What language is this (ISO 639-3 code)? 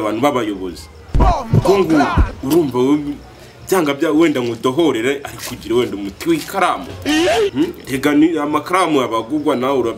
kin